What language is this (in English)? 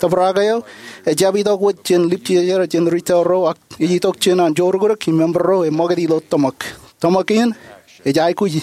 Marshallese